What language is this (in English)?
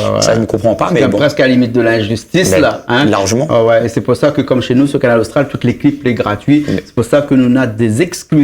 Réunion Creole French